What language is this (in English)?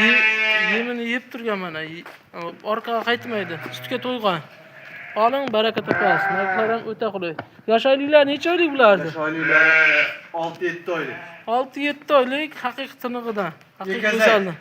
Uzbek